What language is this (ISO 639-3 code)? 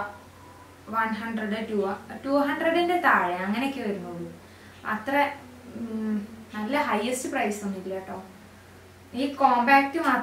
mal